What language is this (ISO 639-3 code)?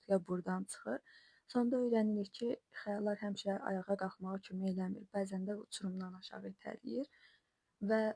aze